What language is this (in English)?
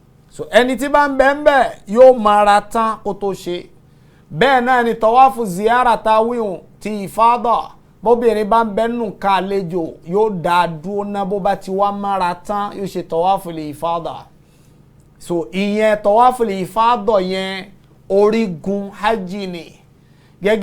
Yoruba